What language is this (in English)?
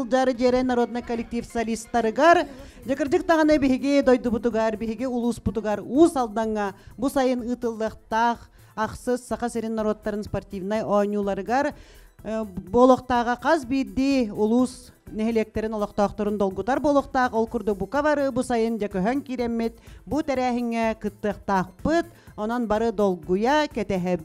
Yakut